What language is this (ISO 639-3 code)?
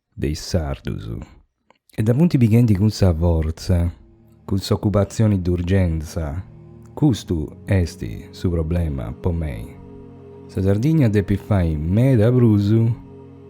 srd